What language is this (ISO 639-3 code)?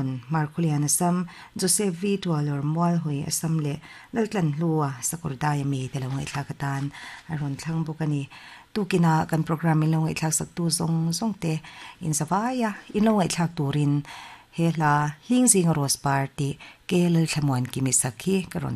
lus